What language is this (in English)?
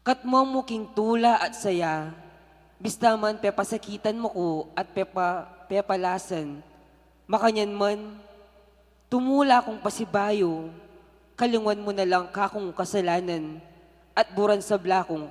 Pampanga